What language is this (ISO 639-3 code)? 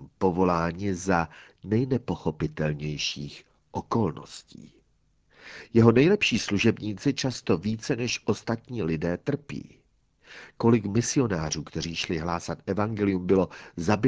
ces